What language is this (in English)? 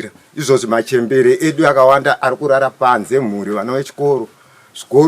Shona